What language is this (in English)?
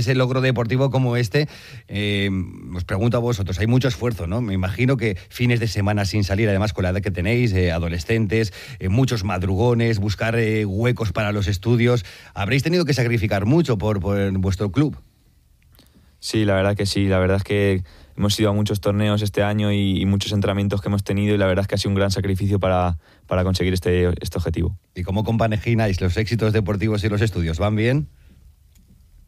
Spanish